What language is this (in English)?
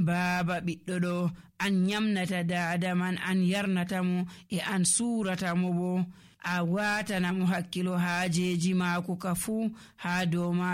Nigerian Fulfulde